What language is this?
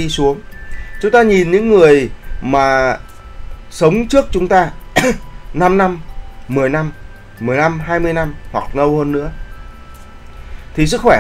Vietnamese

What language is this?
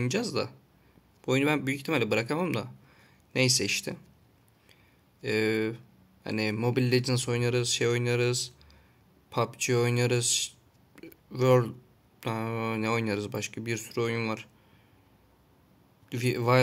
Turkish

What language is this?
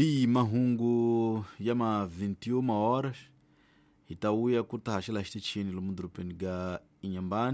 Tsonga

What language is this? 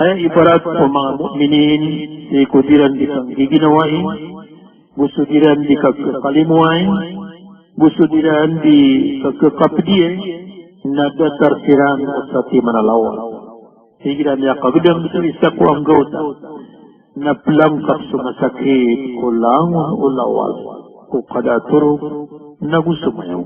Maranao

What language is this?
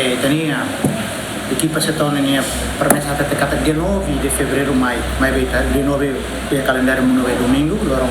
Tetum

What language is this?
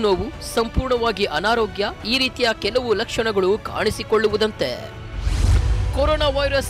Kannada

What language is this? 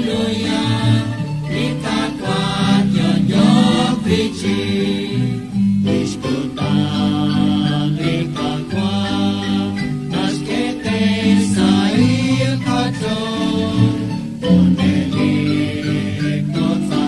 Kekchí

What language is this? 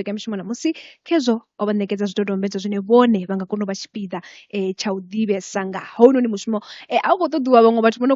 Venda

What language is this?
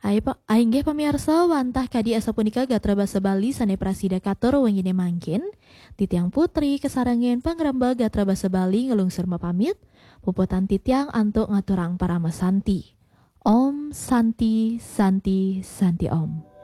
Balinese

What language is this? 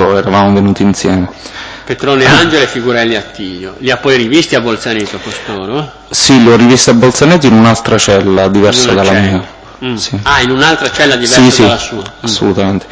Italian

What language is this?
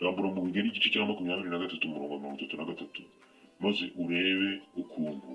Kinyarwanda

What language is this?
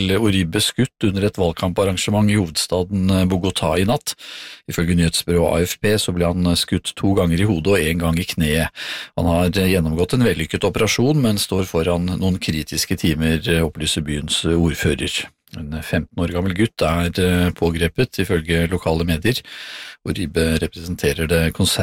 Norwegian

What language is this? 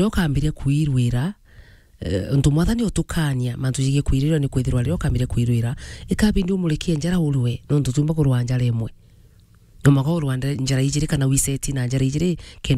Meru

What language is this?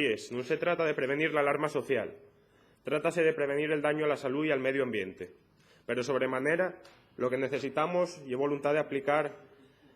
Asturian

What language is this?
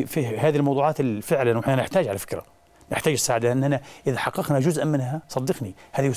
Arabic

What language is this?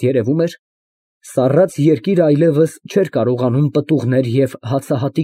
Armenian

